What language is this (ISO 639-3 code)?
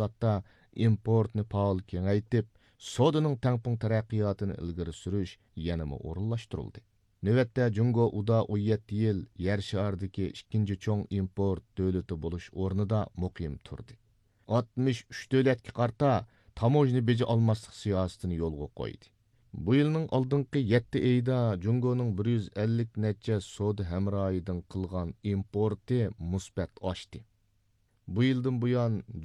uig